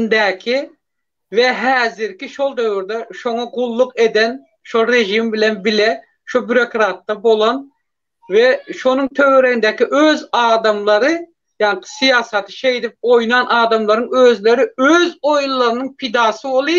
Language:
Turkmen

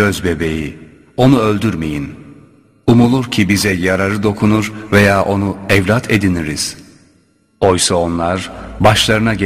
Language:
Turkish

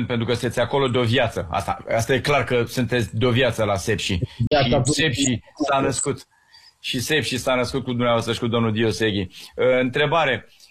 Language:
Romanian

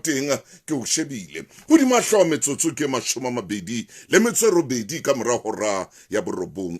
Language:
Southern Sotho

